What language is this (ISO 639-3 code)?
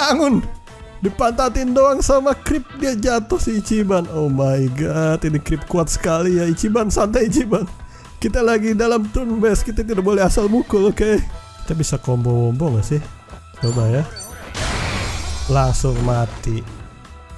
ind